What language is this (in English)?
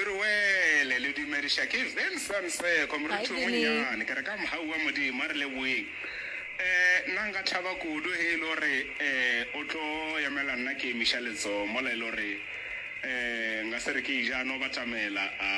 Northern Sotho